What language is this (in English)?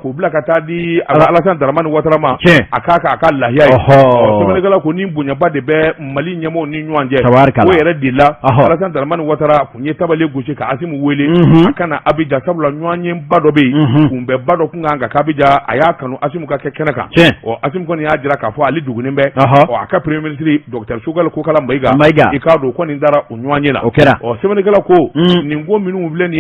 Bambara